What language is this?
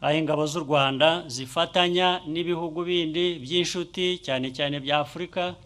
Kinyarwanda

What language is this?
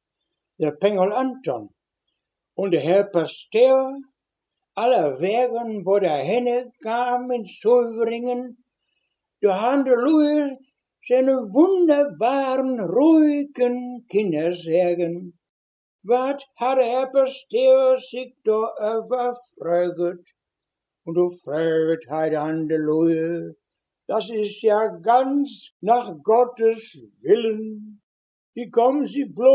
Westphalien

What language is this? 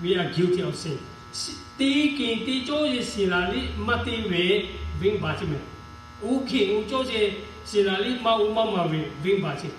Lahu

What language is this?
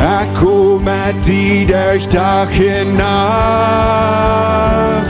Plautdietsch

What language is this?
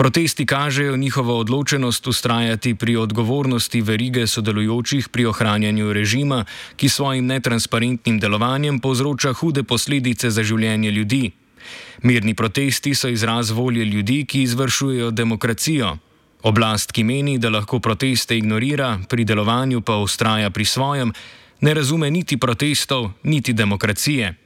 Slovenian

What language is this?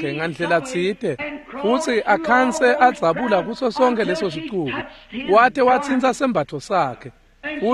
Swati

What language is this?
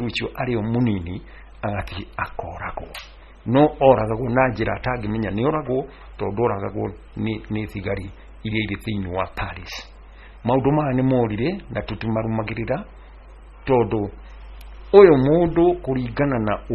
Kikuyu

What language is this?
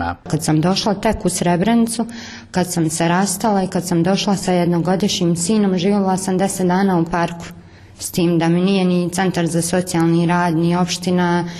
Bosnian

